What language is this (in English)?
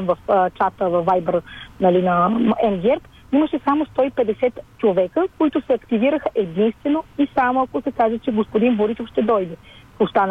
Bulgarian